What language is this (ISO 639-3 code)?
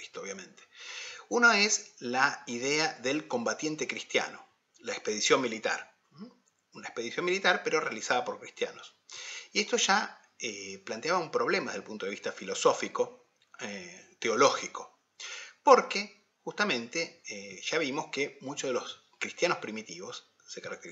spa